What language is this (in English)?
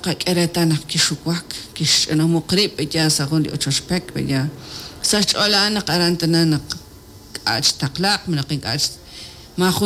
Kekchí